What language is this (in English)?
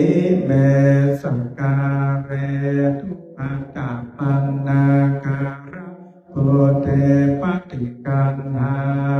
Pali